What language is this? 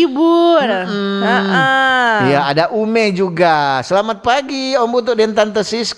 Manado Malay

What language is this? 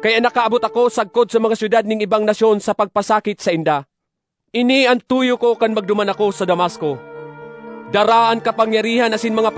Bikol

